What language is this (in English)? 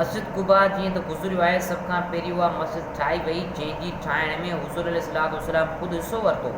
Sindhi